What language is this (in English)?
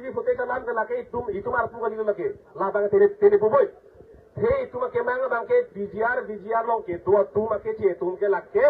Karbi